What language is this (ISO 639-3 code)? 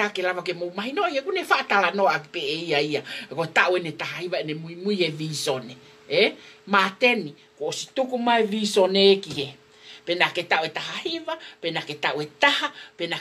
ton